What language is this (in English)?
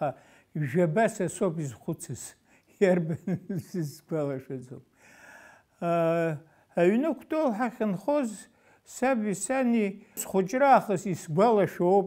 Abkhazian